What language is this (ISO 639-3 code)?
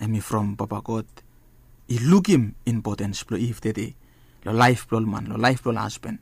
bis